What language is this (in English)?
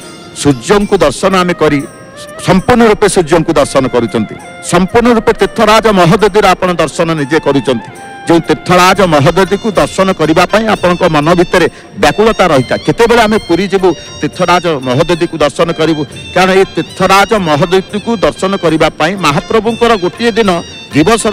Odia